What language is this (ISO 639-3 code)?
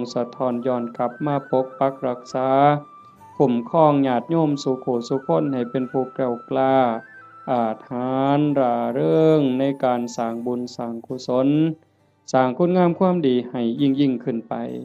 tts